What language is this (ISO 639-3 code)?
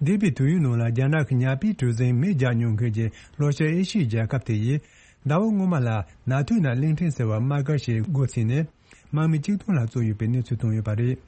bod